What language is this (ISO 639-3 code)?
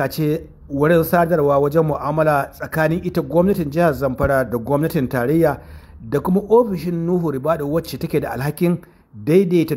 hau